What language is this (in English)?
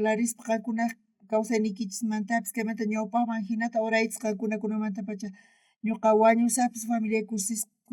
South Bolivian Quechua